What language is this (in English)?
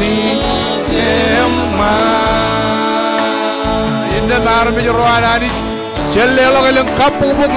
Marshallese